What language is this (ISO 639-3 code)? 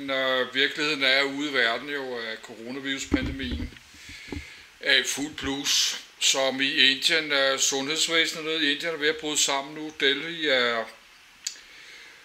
dan